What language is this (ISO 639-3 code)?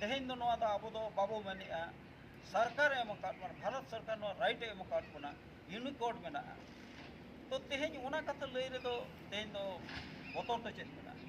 sat